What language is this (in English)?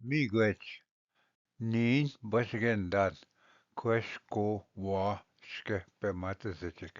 Ojibwa